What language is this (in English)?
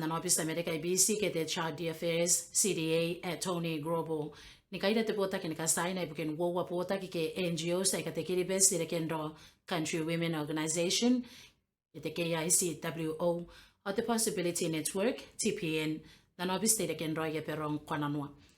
Gilbertese